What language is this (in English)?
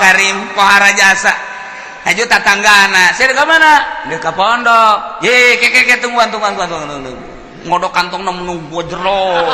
Sundanese